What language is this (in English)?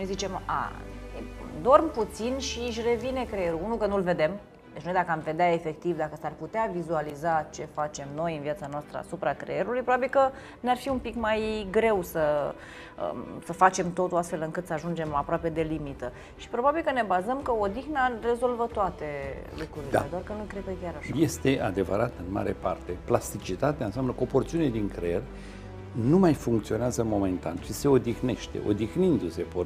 Romanian